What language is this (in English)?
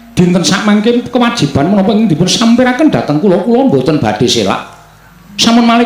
Javanese